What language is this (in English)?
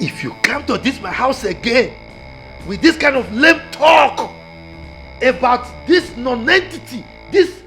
Nigerian Pidgin